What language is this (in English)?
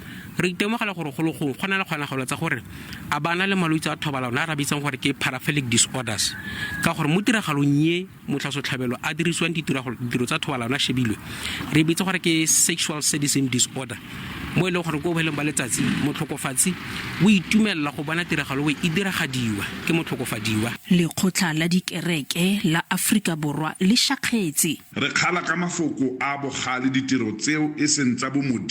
Tswana